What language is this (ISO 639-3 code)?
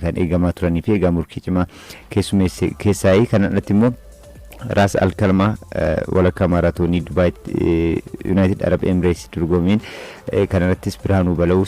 orm